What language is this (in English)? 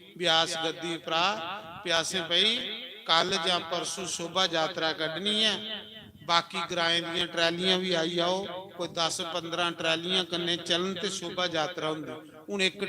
Dogri